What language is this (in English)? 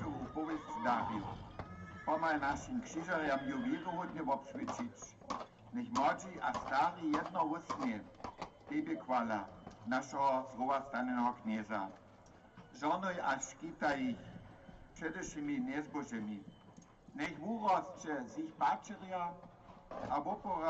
Upper Sorbian